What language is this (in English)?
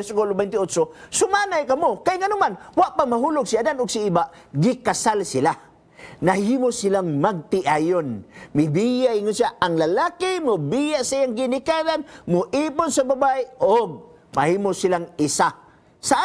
Cebuano